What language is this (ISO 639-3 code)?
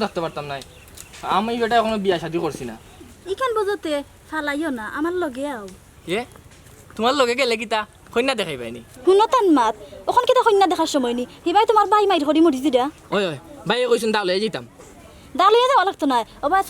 syl